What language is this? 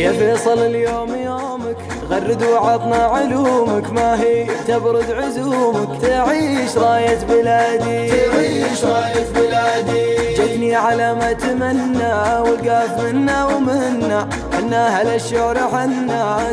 Arabic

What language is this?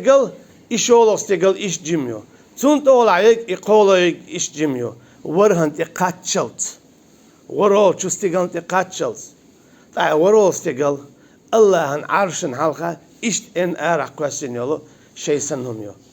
Chechen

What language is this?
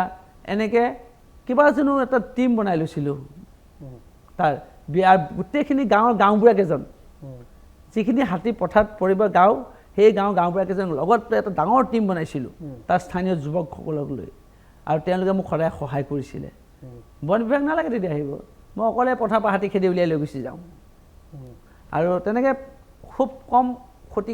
Assamese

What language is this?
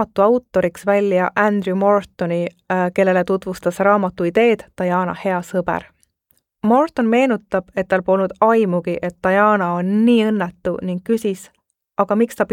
Estonian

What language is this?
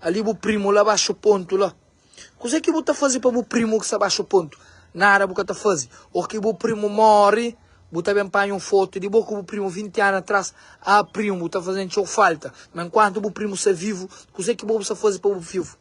Kabuverdianu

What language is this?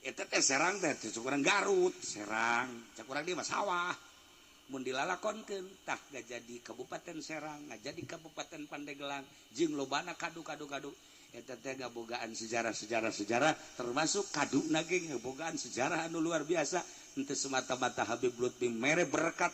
Sundanese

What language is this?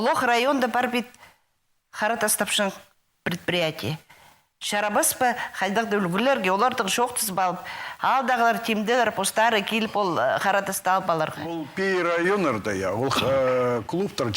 Khakas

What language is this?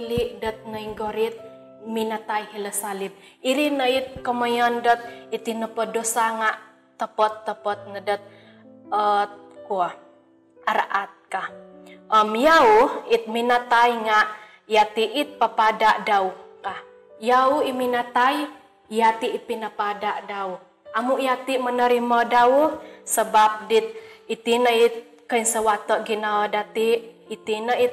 Central Dusun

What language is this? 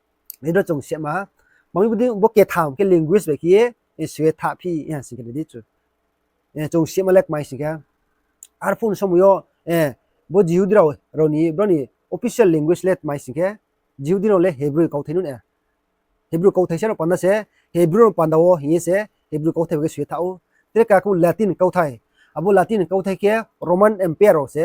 Riang (India)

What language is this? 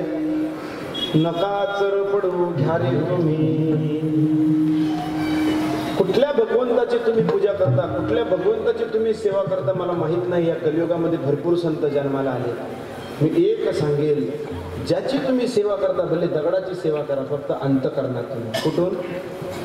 Marathi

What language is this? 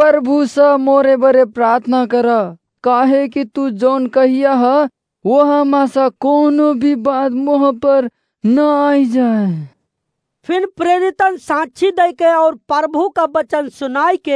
Awadhi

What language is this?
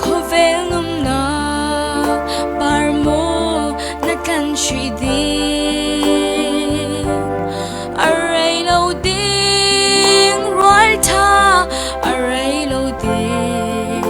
Falam Chin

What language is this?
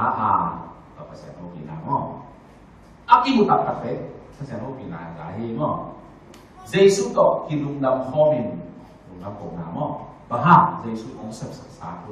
Tedim Chin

